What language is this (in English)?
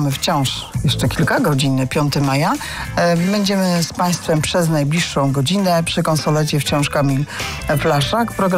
Polish